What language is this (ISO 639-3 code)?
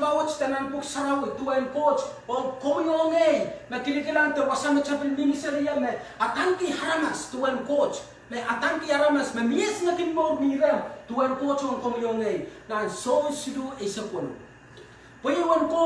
pon